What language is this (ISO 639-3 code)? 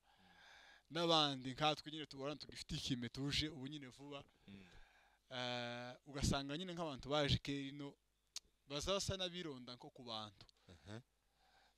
kin